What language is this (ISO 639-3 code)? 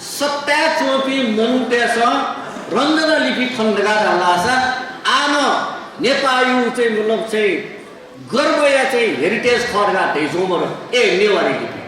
new